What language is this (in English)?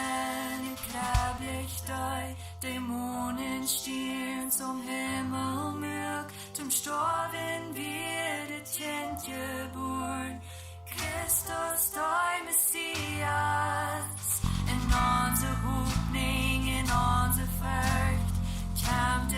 Plautdietsch